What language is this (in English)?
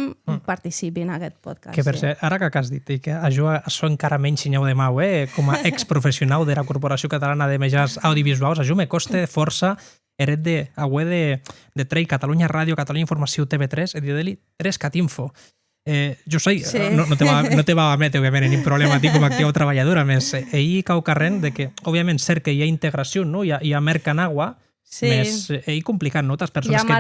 Occitan